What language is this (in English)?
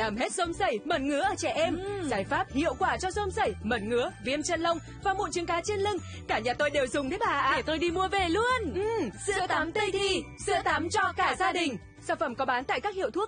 Vietnamese